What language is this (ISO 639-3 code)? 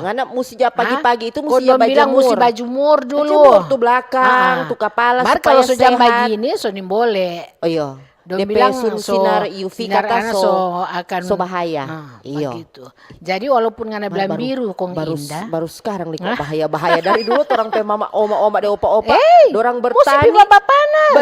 xmm